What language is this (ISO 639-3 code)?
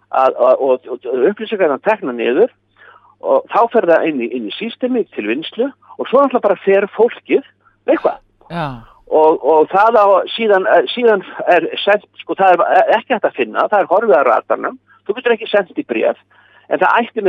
isl